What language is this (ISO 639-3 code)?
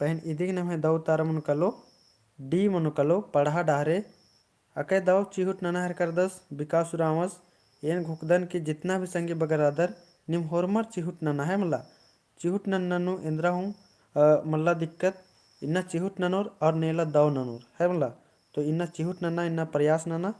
kru